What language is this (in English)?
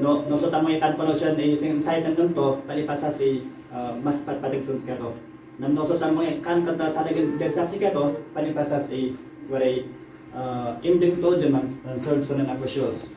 Iloko